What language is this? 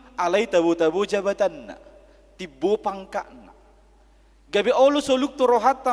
Batak Toba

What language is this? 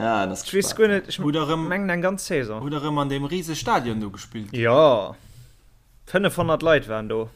Luxembourgish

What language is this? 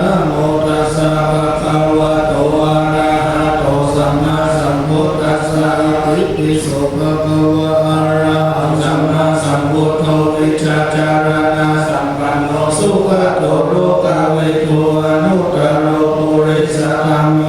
Pali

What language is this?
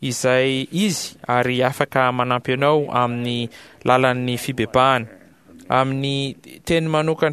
Malagasy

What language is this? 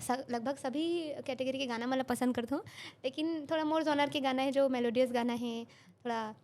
Chhattisgarhi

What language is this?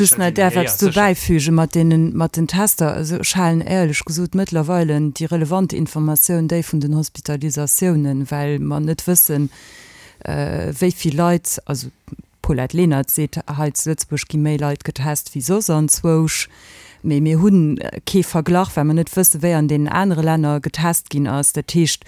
Luxembourgish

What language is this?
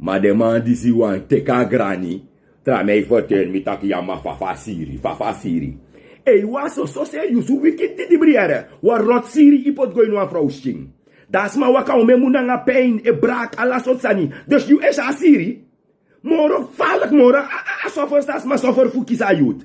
Sranan Tongo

